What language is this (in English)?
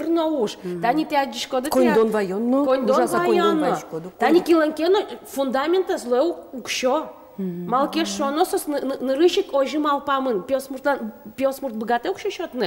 Udmurt